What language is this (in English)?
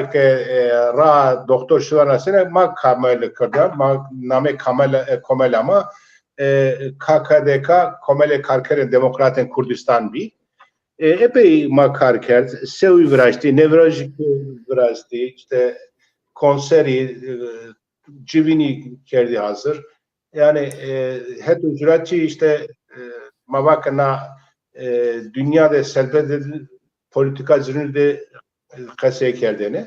Zaza